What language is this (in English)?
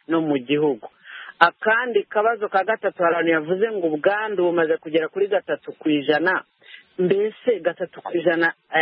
Kinyarwanda